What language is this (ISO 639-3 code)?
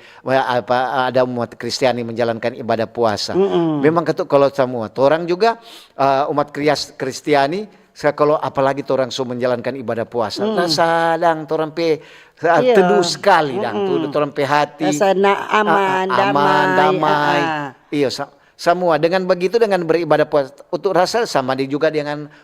xmm